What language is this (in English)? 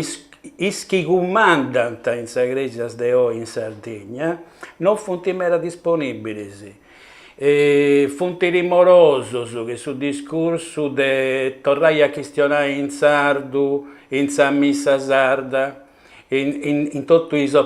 Sardinian